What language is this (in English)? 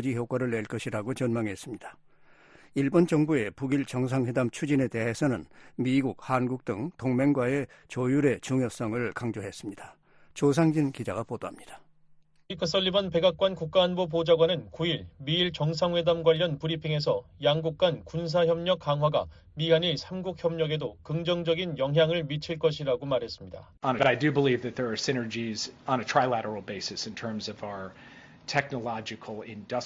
Korean